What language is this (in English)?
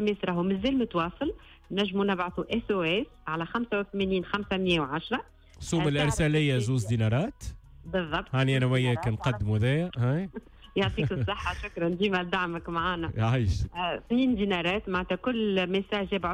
Tunisian Arabic